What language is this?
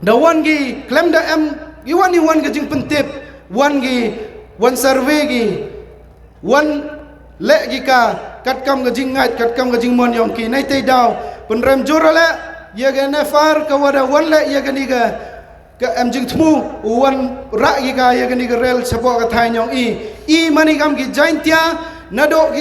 Khasi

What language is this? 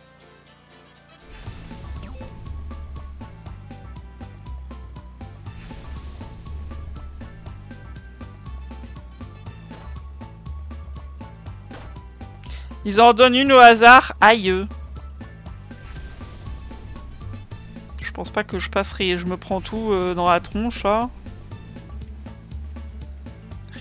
French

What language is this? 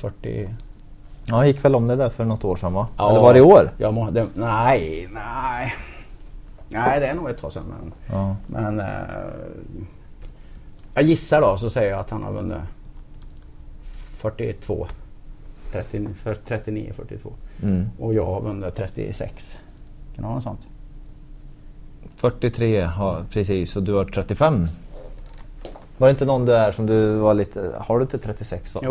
Swedish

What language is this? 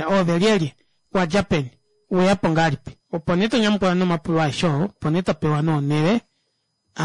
Kuanyama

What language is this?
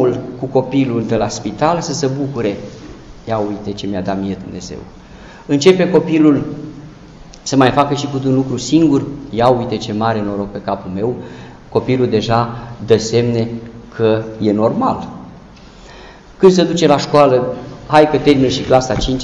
Romanian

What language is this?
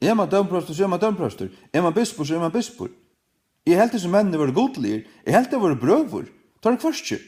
Faroese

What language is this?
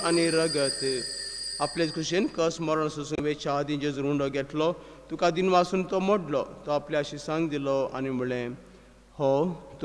Konkani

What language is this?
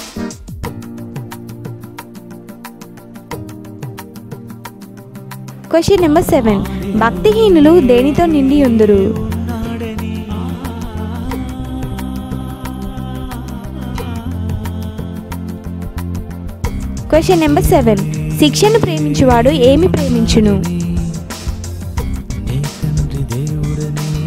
Telugu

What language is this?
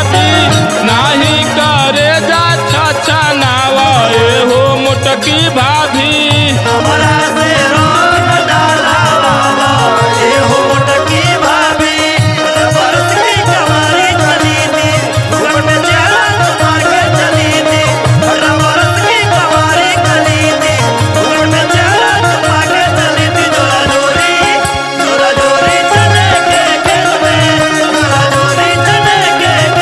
Bhojpuri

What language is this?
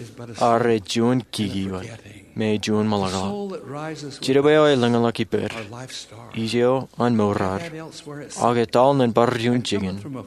Marshallese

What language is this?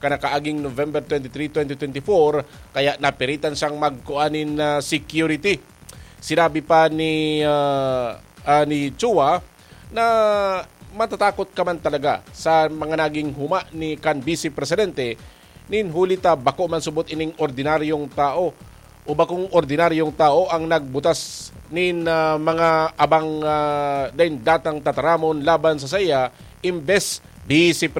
Bikol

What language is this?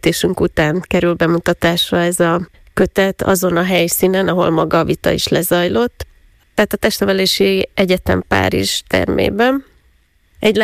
Hungarian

